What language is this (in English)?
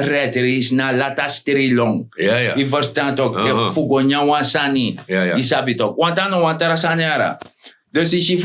Sranan Tongo